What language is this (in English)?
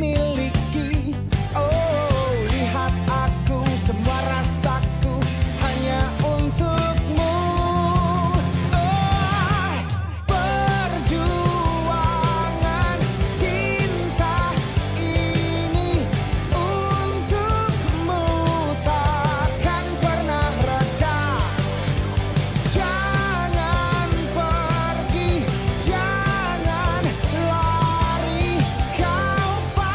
Indonesian